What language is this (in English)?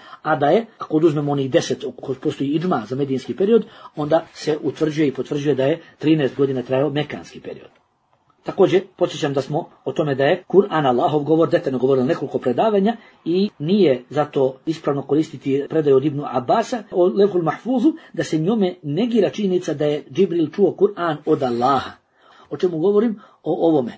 Bosnian